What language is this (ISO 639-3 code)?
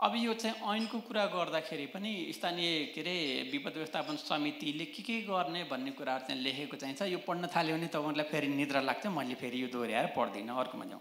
nep